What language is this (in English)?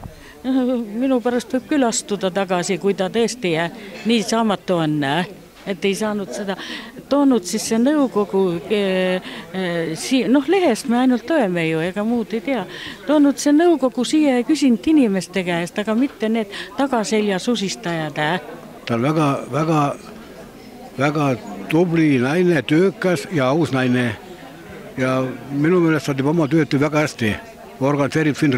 Estonian